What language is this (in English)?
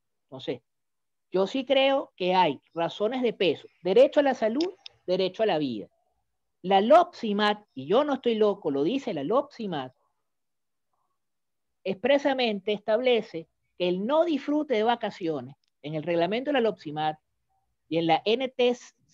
Spanish